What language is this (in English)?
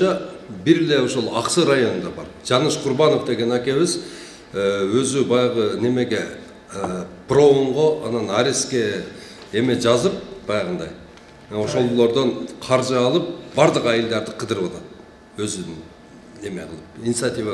Kyrgyz